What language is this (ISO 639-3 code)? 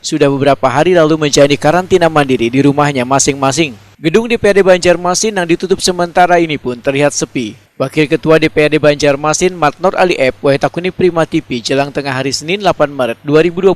bjn